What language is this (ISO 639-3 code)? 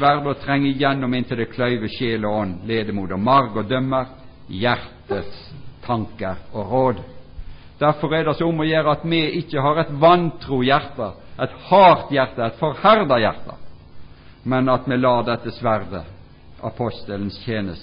nor